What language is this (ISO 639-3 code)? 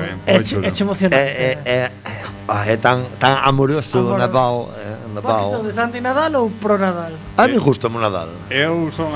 glg